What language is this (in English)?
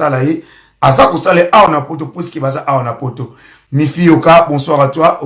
Lingala